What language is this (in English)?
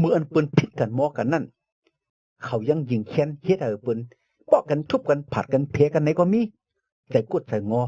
Shan